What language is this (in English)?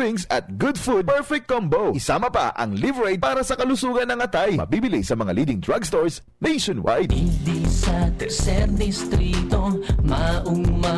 Bikol